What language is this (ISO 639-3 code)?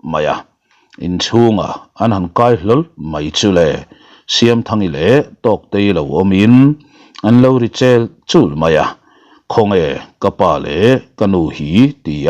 lus